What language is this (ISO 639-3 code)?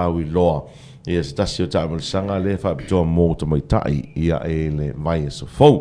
smo